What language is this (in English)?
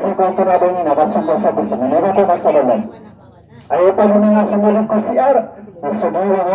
Maranao